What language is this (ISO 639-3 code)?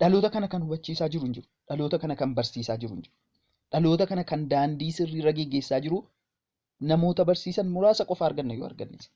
orm